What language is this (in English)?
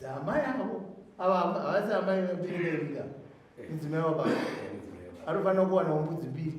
Shona